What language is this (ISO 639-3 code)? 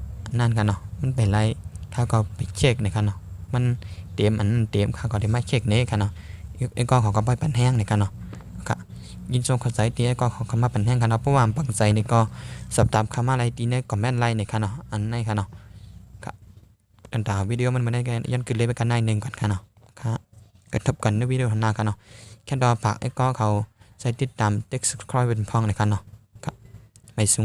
shn